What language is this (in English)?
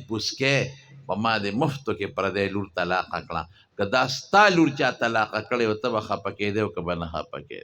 Pashto